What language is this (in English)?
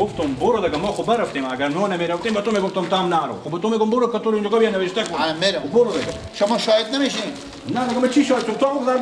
Persian